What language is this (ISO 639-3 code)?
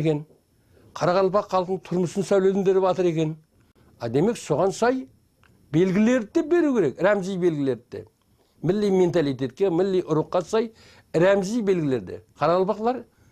kaa